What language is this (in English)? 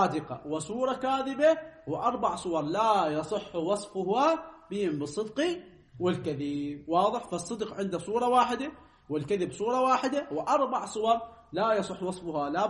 Arabic